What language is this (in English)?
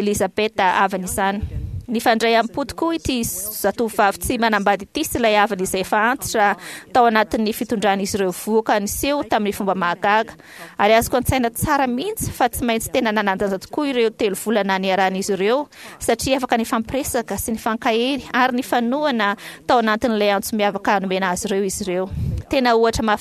Malagasy